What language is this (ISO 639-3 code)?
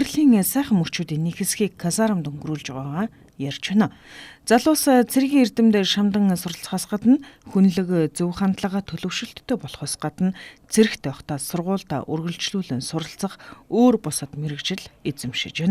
mon